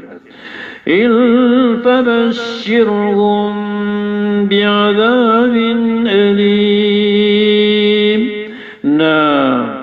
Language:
Maranao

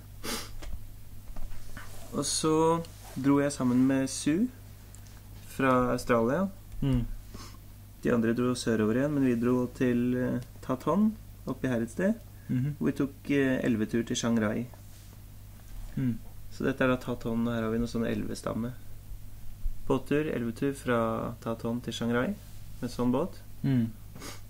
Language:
Norwegian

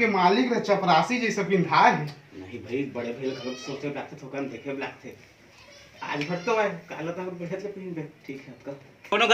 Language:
Chhattisgarhi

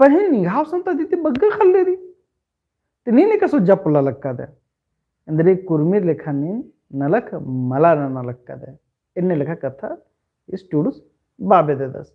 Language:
Kurukh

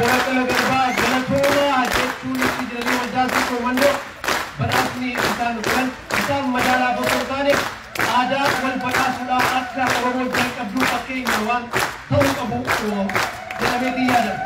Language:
Oromo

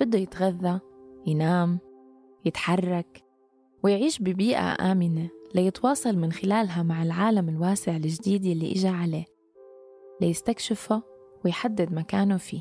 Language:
North Levantine Arabic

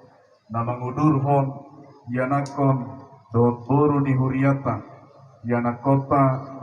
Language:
Batak Toba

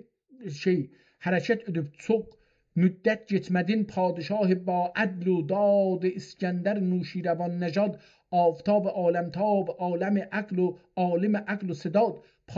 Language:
South Azerbaijani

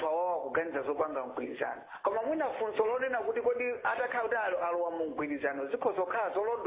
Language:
Nyanja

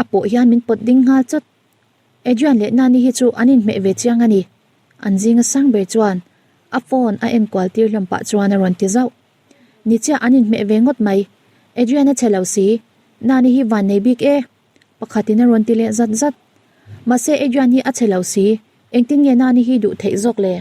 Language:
Mizo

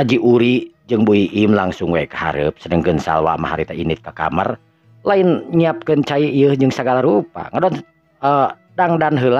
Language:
Sundanese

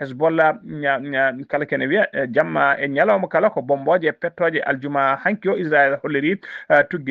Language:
Fula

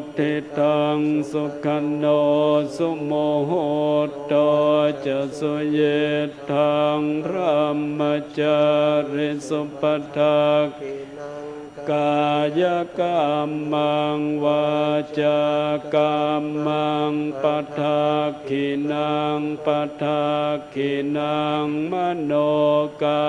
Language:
Pali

